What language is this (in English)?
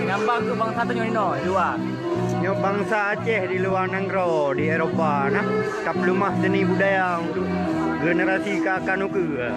Achinese